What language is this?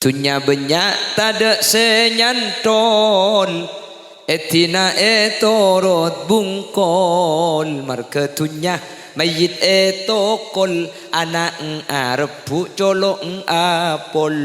Madurese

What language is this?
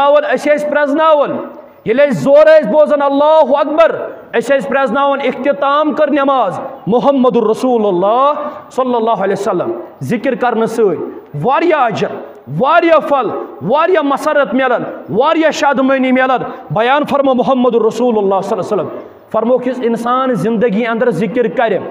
Kashmiri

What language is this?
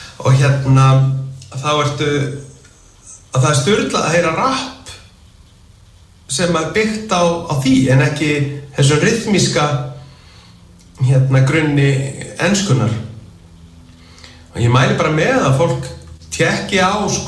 Icelandic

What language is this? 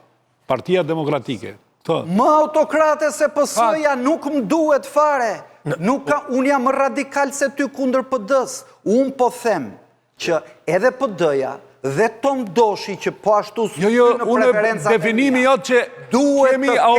Albanian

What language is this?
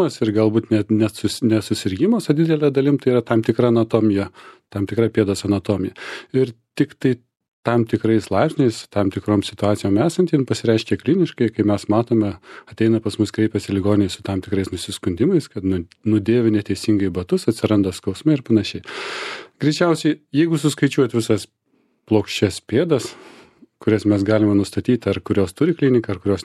Lithuanian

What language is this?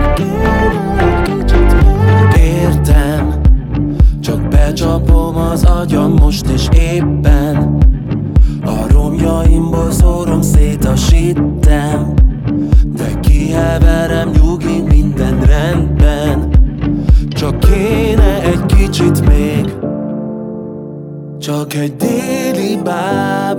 Hungarian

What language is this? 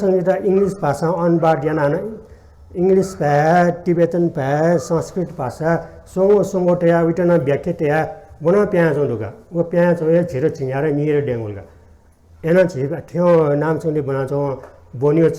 Newari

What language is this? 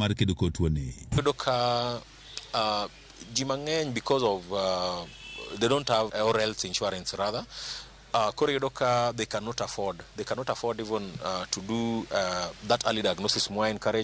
Luo (Kenya and Tanzania)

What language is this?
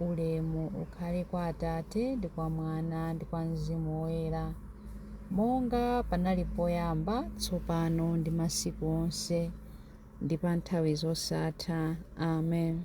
Nyanja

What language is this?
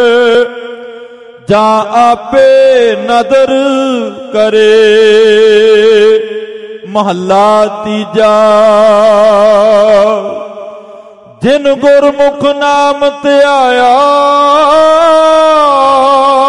Punjabi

